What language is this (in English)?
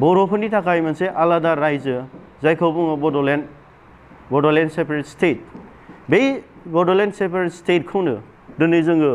Bodo